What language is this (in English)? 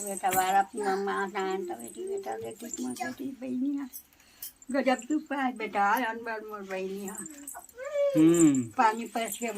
Chhattisgarhi